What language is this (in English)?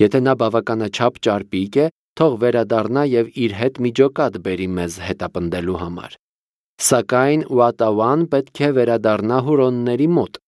Armenian